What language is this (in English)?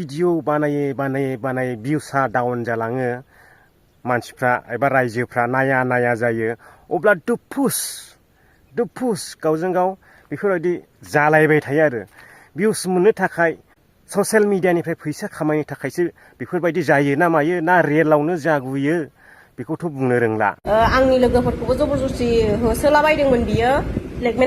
Bodo